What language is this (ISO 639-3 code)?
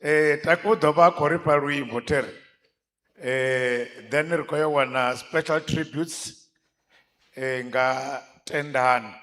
ven